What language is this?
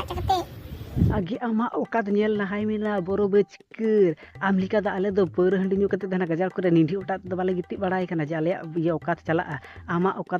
Santali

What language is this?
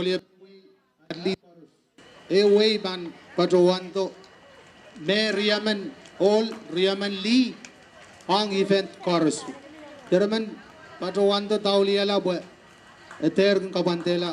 Pohnpeian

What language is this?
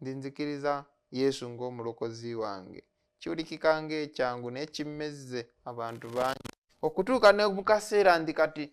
Ganda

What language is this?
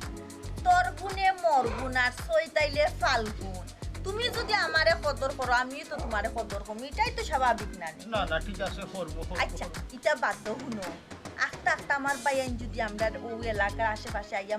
Sylheti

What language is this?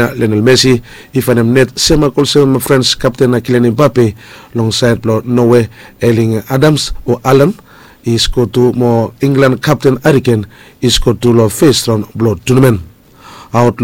Bislama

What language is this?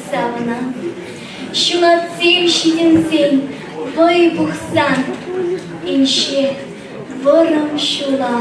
Chuvash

